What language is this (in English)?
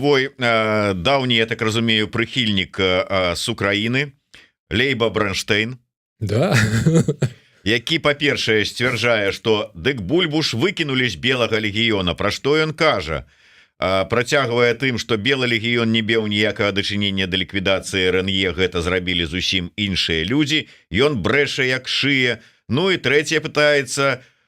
Belarusian